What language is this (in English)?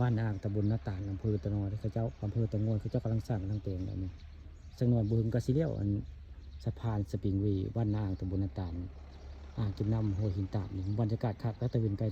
Northeastern Thai